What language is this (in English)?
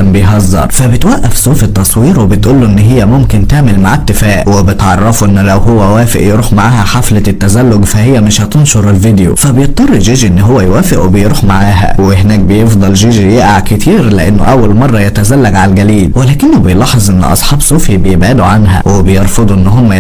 Egyptian Arabic